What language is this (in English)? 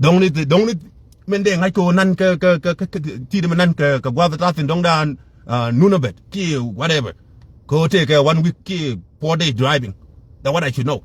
Nuer